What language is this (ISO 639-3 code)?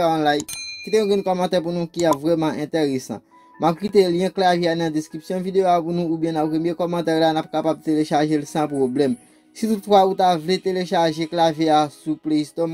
hat